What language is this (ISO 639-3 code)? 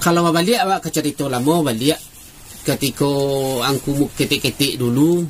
min